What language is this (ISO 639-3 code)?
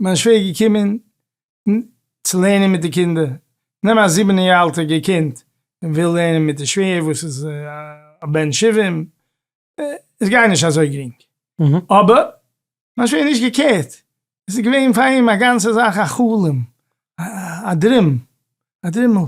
yid